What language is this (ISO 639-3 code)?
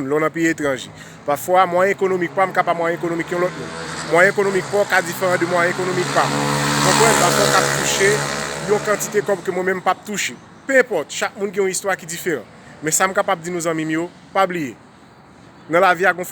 hat